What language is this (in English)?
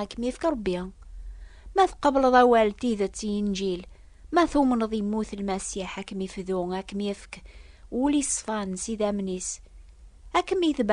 Kabyle